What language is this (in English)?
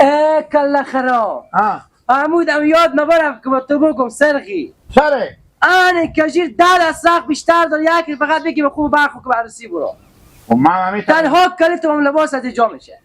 Hazaragi